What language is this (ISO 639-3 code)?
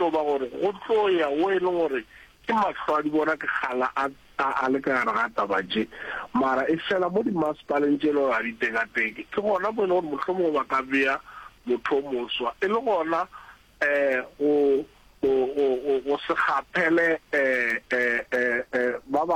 nso